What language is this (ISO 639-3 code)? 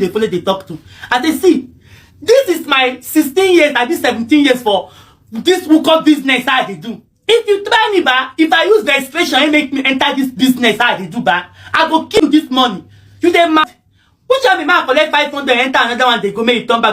pcm